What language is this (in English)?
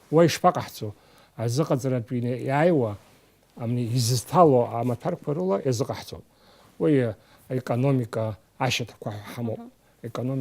Abkhazian